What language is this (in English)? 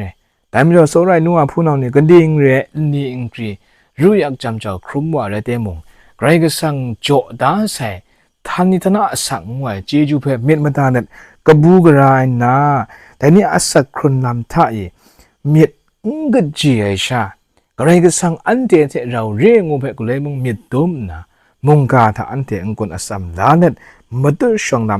Kachin